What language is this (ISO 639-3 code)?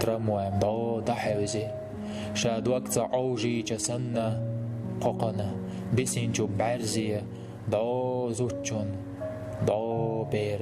che